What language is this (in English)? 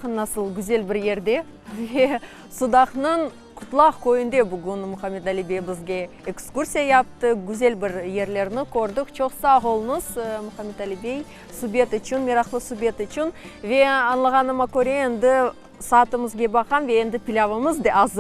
Crimean Tatar